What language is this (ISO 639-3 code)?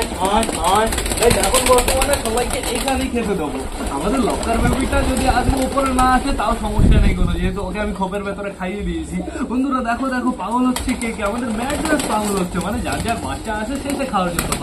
ben